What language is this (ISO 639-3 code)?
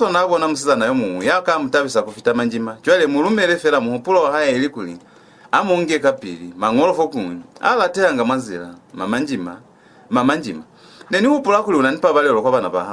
loz